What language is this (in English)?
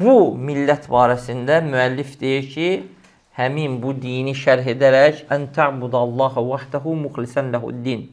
Azerbaijani